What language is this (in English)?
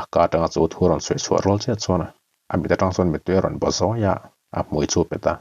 Mizo